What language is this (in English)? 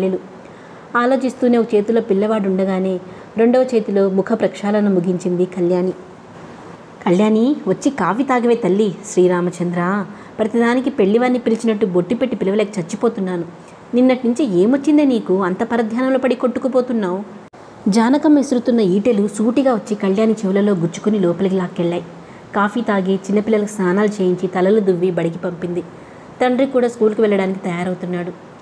Telugu